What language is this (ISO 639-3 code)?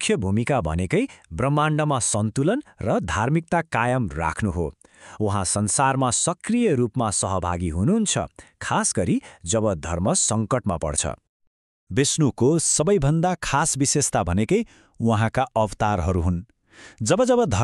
nep